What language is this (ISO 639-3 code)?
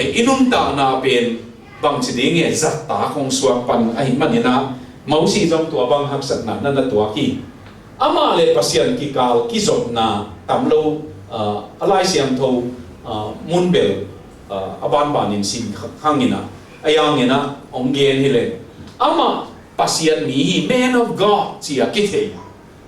ctd